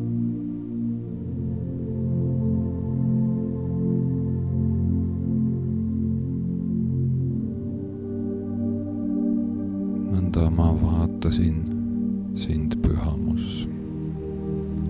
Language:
Estonian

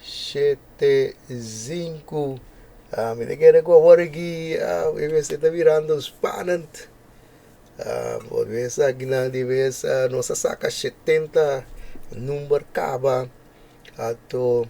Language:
Papiamento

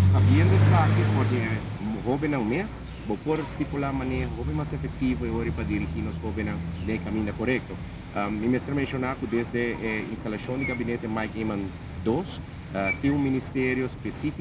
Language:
Papiamento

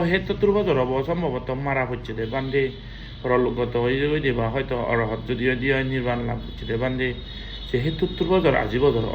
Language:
Chakma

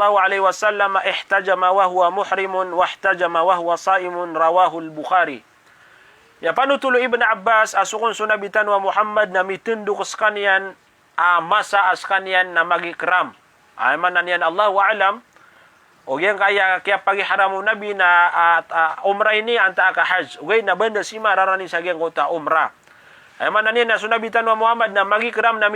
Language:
Maranao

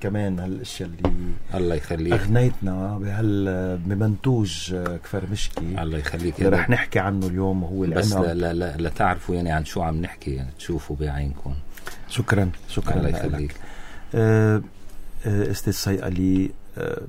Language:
North Levantine Arabic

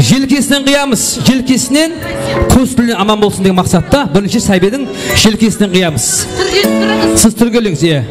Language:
Kara-Kalpak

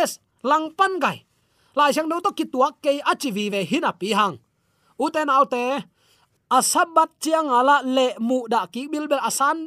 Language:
Tedim Chin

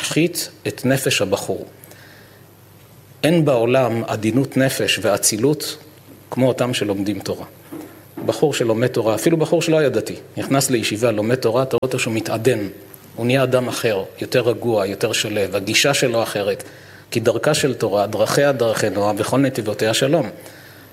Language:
Hebrew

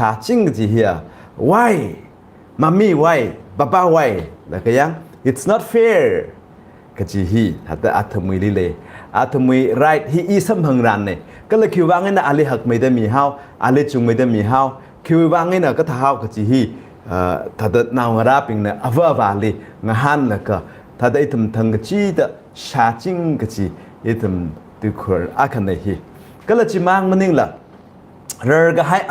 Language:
Tangkhul Naga (India)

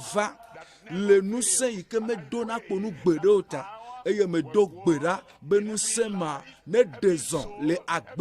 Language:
Ewe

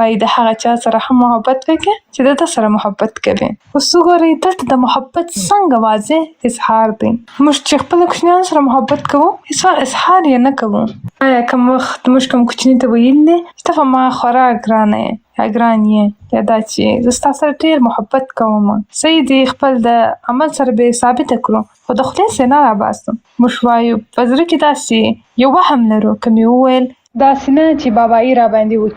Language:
Pashto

